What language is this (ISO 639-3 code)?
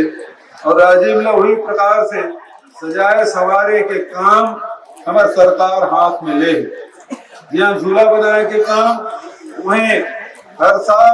hne